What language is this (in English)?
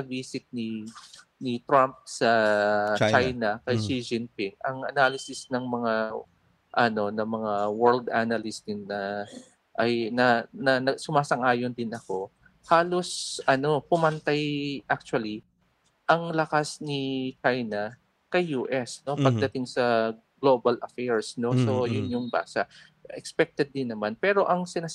Filipino